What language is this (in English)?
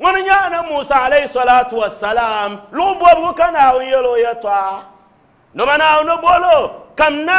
Dagbani